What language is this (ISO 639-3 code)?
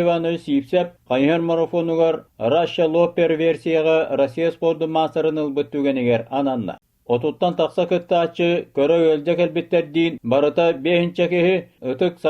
sah